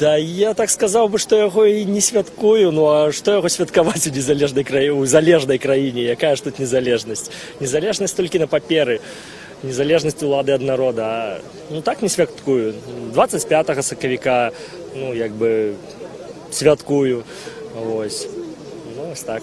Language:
Belarusian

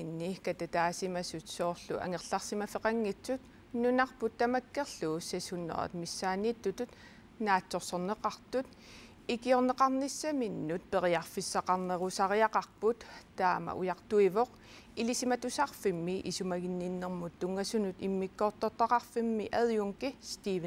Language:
Kalaallisut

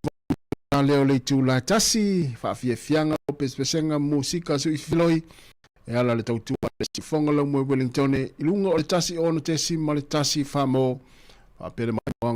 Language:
Samoan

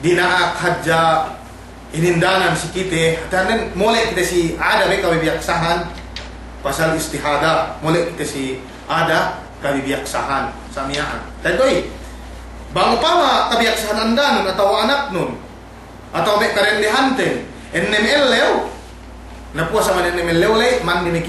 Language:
Yakan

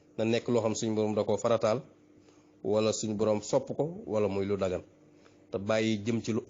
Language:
Wolof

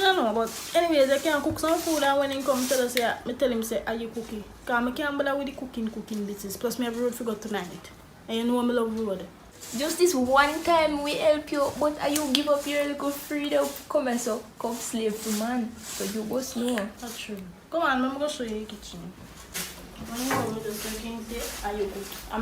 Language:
Jamaican Creole English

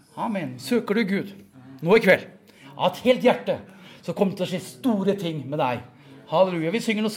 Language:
Norwegian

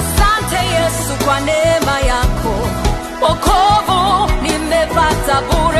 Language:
Swahili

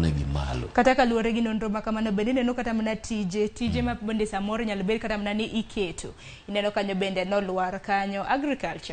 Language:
Luo (Kenya and Tanzania)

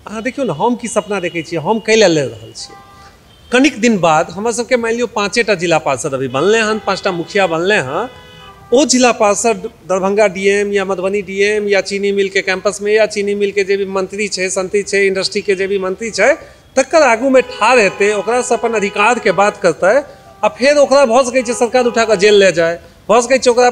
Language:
Maithili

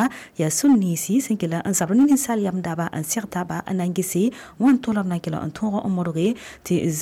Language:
Mossi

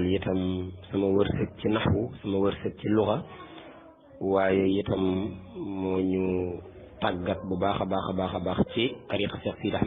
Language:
Wolof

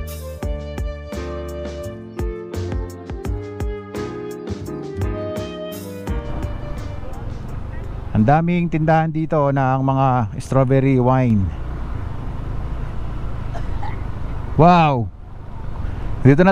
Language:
Filipino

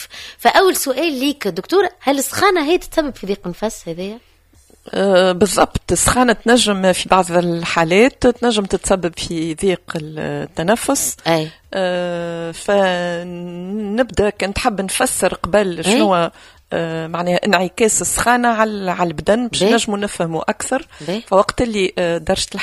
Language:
Tunisian Arabic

